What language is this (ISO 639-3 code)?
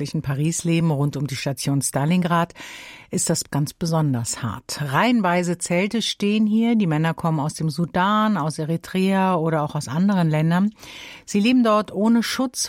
deu